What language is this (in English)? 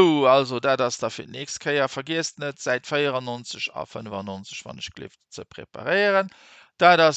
Luxembourgish